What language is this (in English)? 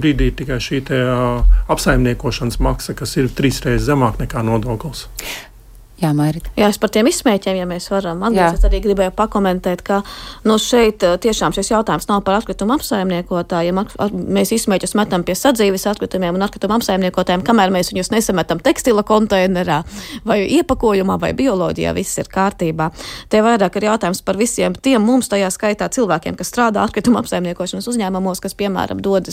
Latvian